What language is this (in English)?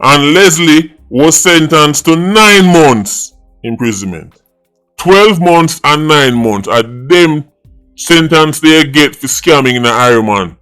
Jamaican Creole English